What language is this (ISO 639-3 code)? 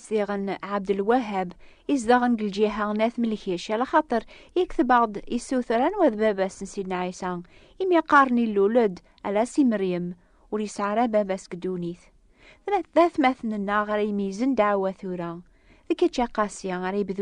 kab